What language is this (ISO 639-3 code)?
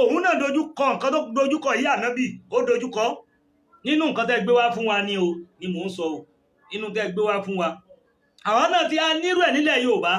yor